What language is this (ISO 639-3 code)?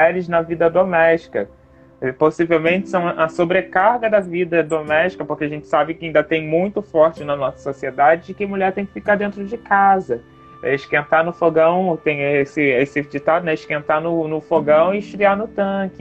por